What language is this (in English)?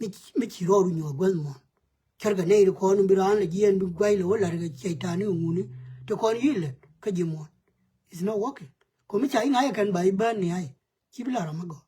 Nuer